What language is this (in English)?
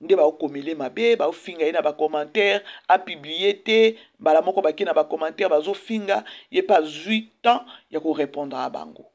Lingala